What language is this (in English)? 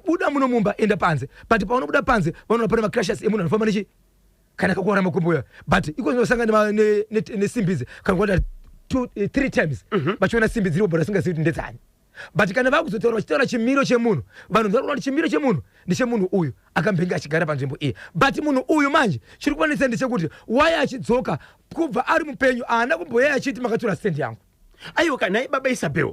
Shona